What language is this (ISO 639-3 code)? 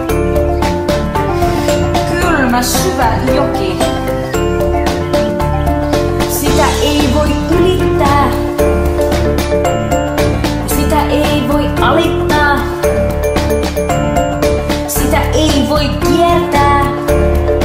fin